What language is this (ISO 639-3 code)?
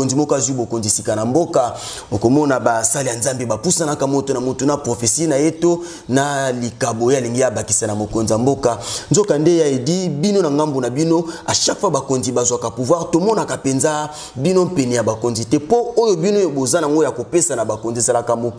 lin